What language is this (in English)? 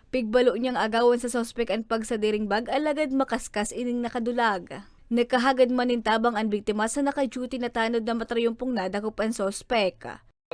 Bikol